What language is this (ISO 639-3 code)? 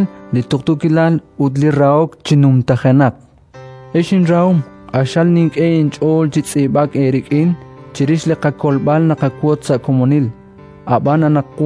kek